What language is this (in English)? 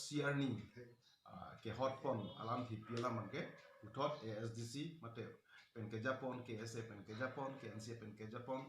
Karbi